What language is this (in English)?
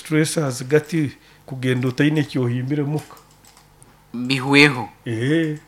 Nyoro